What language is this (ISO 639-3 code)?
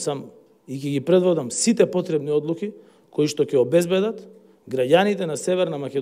mkd